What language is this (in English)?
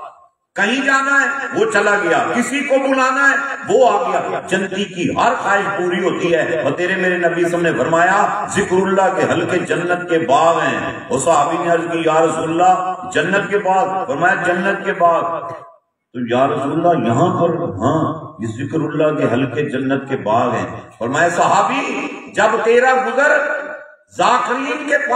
Urdu